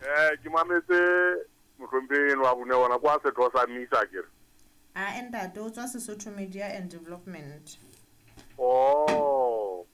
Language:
Southern Sotho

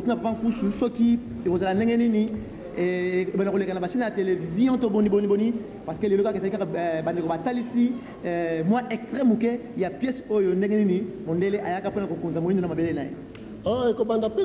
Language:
Lingala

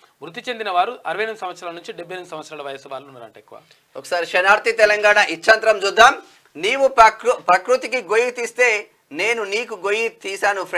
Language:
Telugu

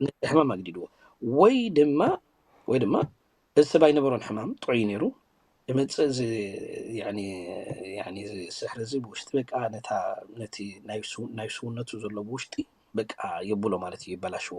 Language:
Tigrinya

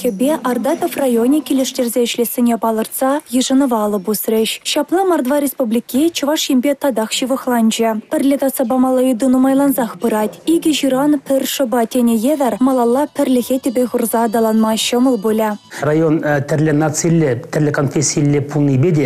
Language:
Chuvash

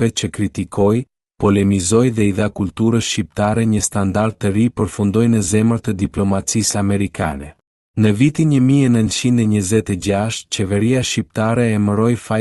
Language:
Albanian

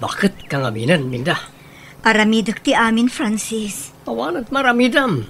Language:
Iloko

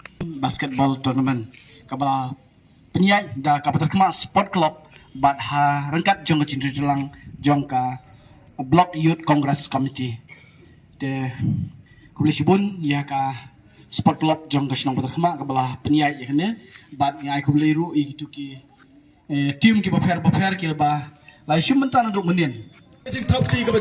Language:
Khasi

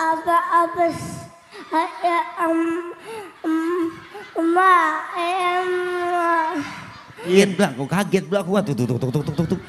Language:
Betawi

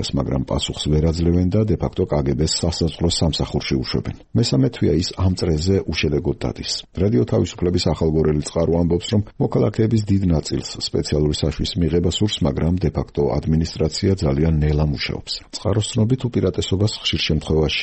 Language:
Georgian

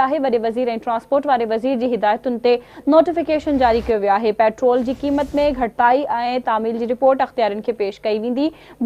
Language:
Sindhi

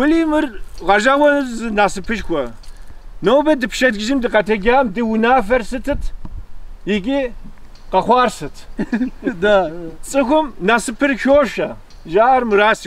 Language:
Kabardian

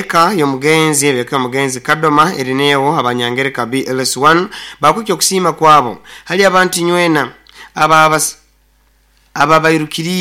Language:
Nyoro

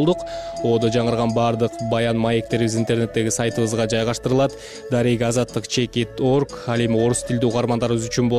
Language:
Kyrgyz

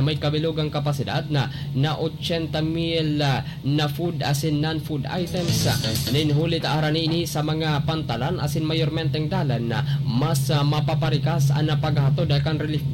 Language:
Bikol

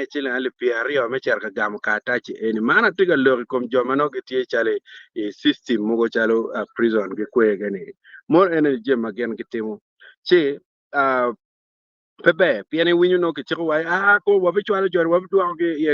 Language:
Acoli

